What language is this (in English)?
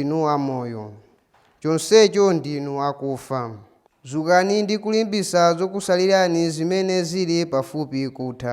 Nyanja